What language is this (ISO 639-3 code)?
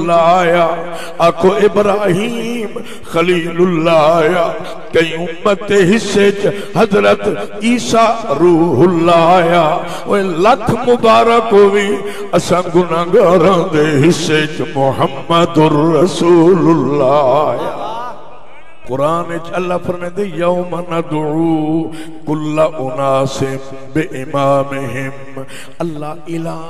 skr